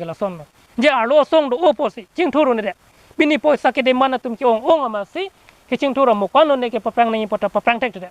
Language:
Karbi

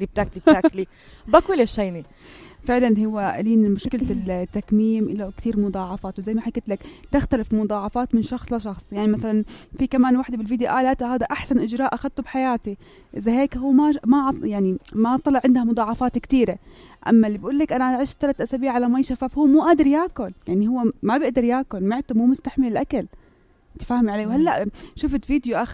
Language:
North Levantine Arabic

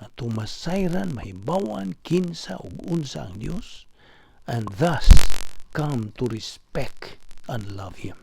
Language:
Cebuano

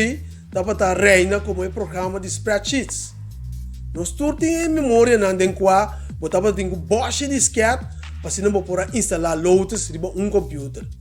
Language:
Papiamento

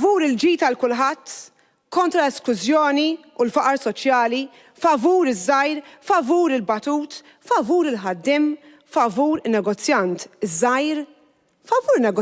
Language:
Maltese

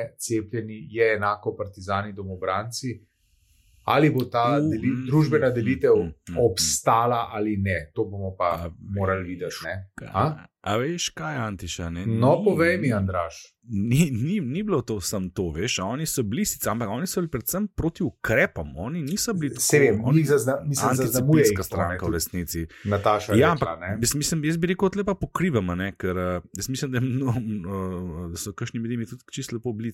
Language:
Slovenian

